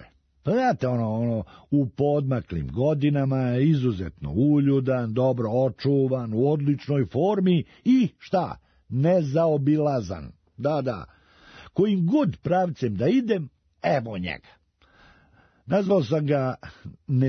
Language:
Serbian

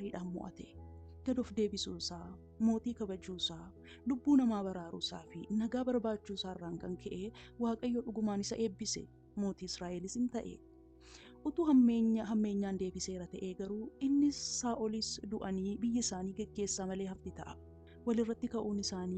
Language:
Oromo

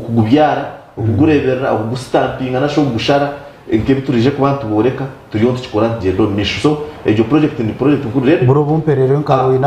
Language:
Nyankole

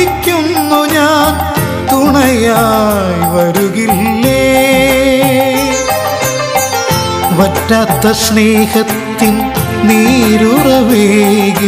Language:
Malayalam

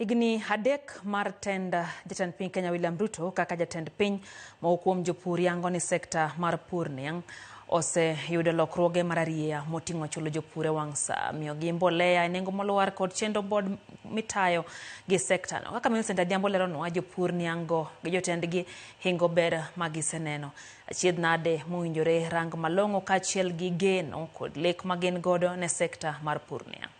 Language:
Luo (Kenya and Tanzania)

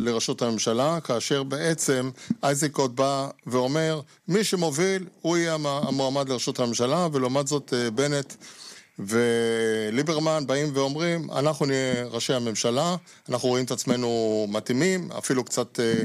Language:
Hebrew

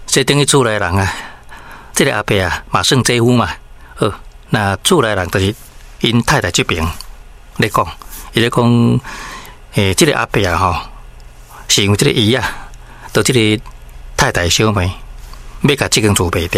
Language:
Min Nan Chinese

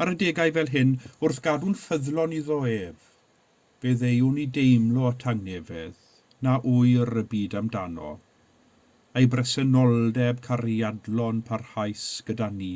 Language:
Welsh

